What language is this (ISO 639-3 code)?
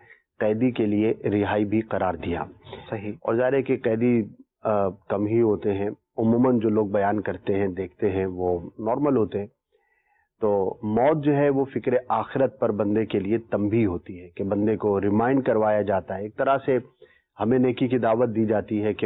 urd